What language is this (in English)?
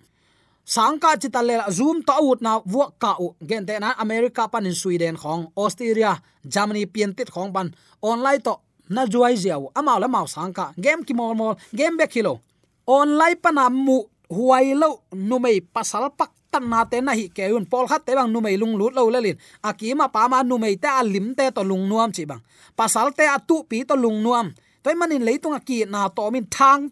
Tedim Chin